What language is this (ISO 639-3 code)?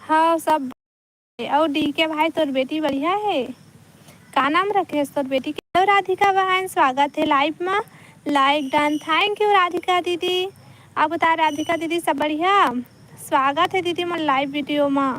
hne